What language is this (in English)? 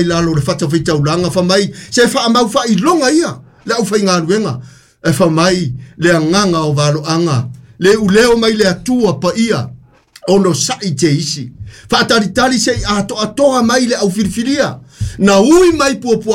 Samoan